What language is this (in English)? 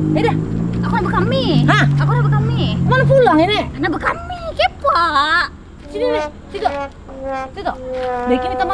Banjar